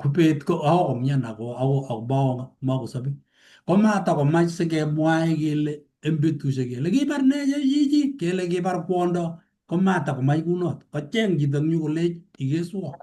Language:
Kalenjin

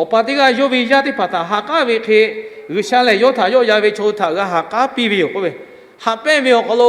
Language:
Lahu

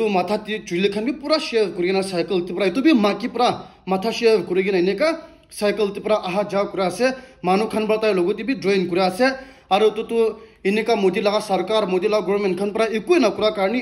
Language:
Naga Pidgin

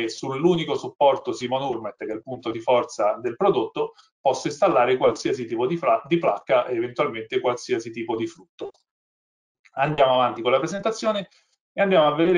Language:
Italian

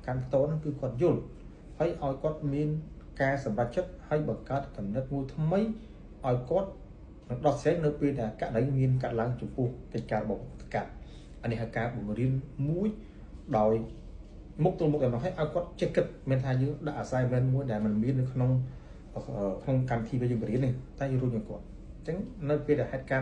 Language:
Khmer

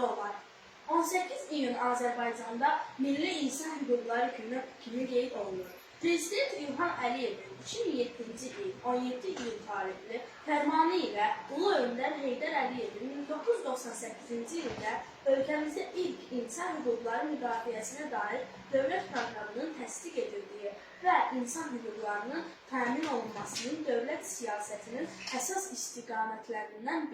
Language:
Azerbaijani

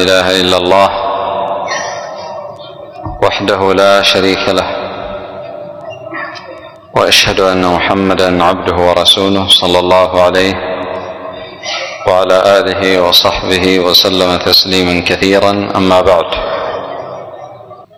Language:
Arabic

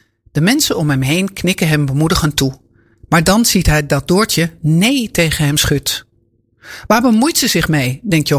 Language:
Dutch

